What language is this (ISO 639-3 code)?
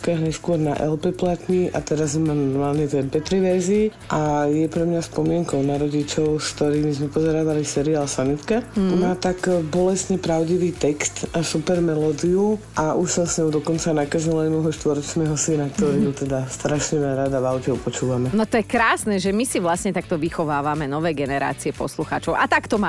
slk